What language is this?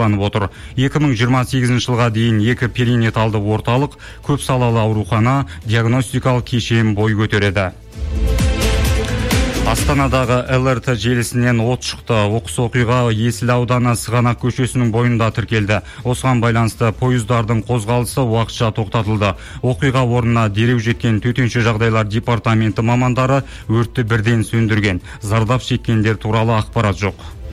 Kazakh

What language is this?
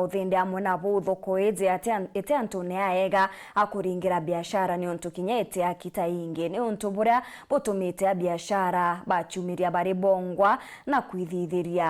Meru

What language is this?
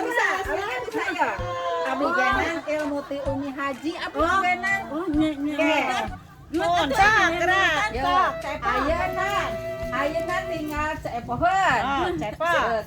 Sundanese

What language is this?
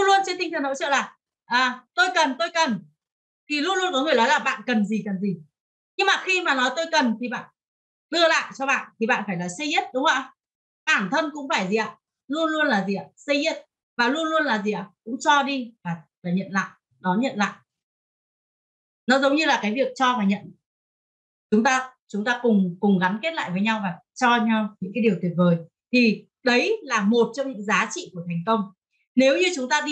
Vietnamese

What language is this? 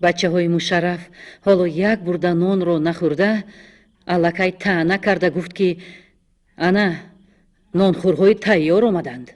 Tajik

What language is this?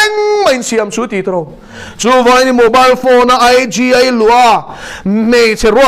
Mizo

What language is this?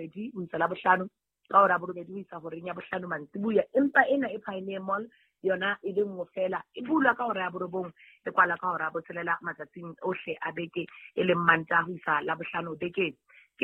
Southern Sotho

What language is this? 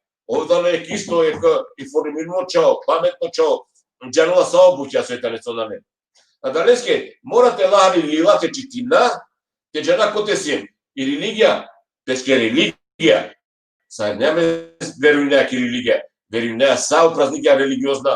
Balkan Romani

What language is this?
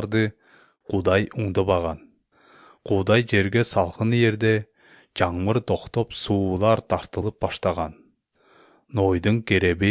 Kyrgyz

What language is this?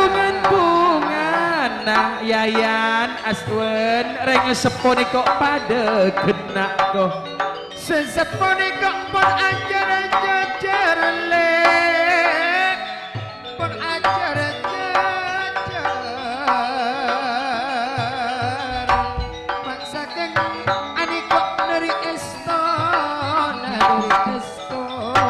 Madurese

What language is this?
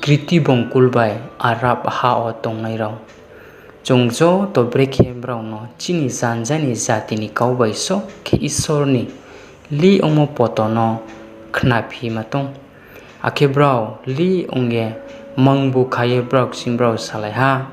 Riang (India)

